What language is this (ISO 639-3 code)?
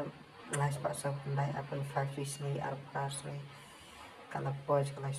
kha